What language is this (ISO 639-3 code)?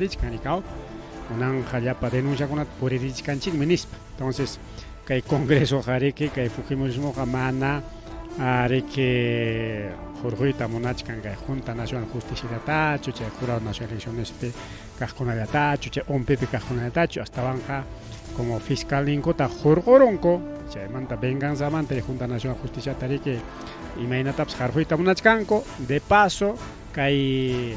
quy